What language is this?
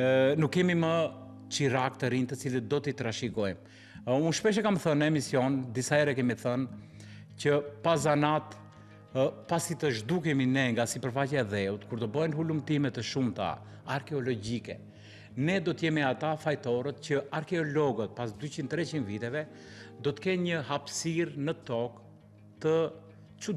Albanian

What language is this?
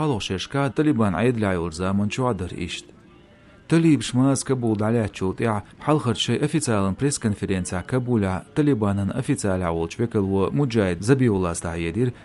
Chechen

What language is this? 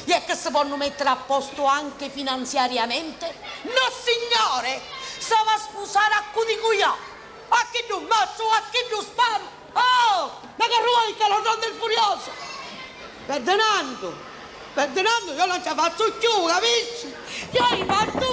Sicilian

